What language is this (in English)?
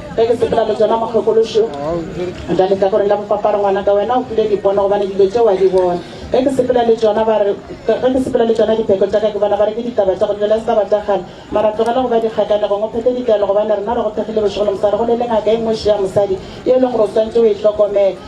Northern Sotho